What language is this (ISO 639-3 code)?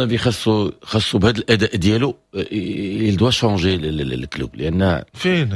ary